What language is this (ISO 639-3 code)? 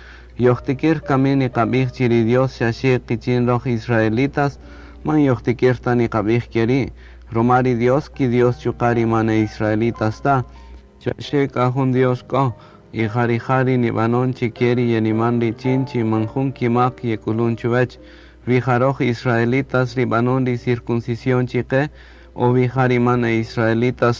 cak